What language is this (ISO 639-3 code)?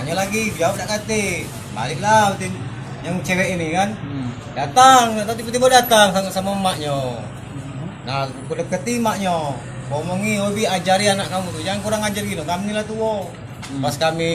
mui